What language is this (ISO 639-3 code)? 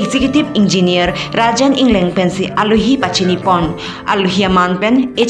mjw